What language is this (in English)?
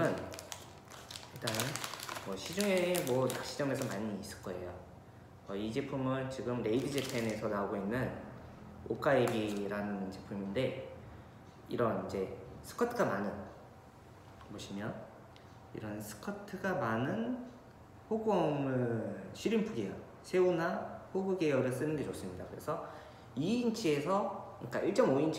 Korean